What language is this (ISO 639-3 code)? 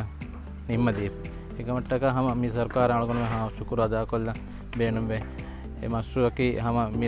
div